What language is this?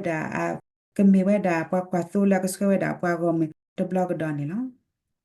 S'gaw Karen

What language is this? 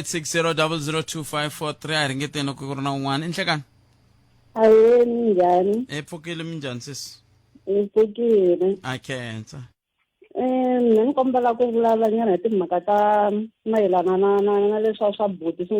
Tsonga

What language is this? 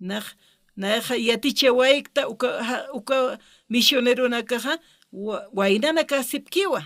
Aymara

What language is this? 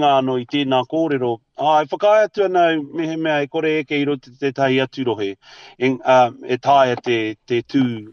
Māori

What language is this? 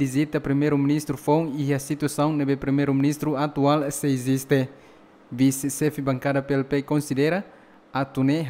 Tetum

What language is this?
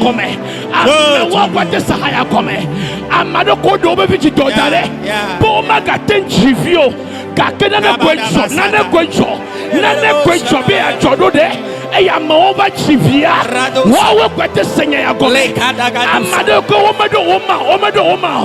Ewe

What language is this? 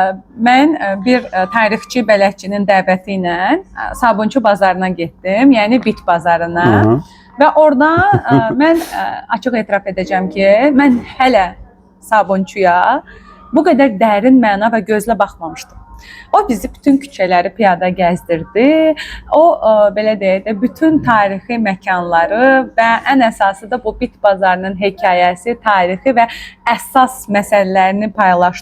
Azerbaijani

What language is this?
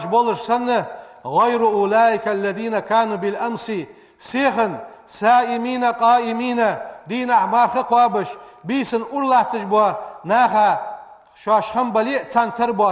Ingush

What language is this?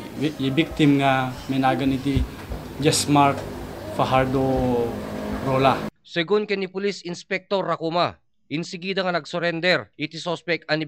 Iloko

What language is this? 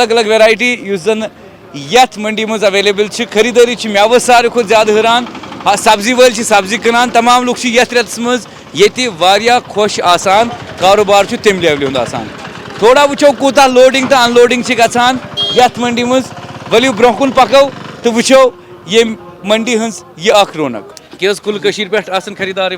Kashmiri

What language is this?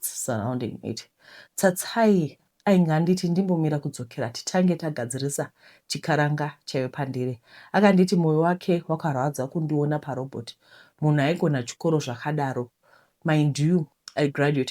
Shona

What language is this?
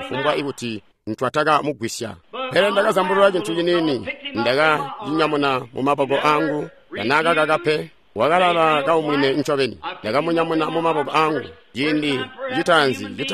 Tonga (Zambia)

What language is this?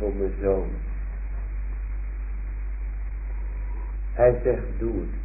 Dutch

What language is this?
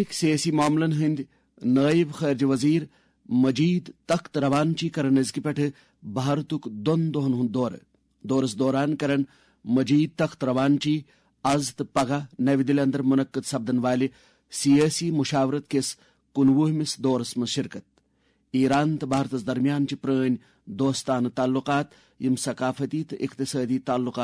Kashmiri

